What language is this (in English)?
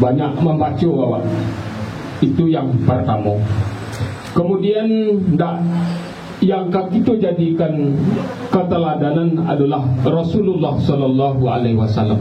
Minangkabau